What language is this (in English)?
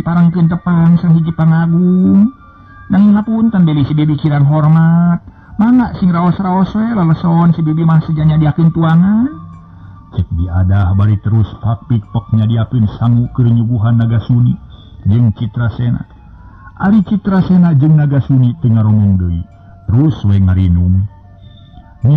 Sundanese